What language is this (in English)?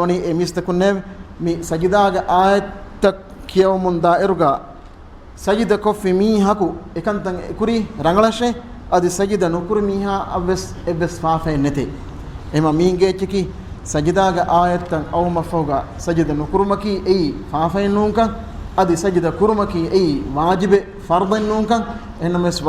Divehi